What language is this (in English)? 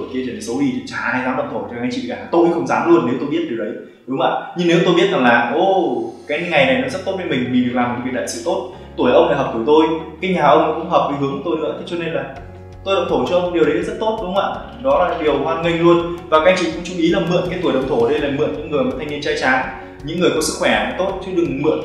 Vietnamese